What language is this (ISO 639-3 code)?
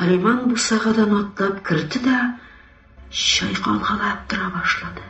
tat